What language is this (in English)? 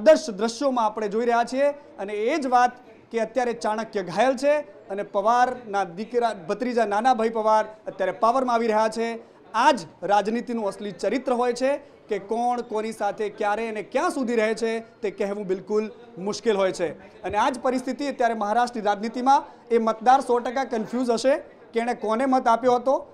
Gujarati